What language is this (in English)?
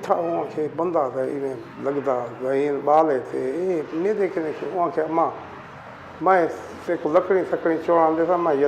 Saraiki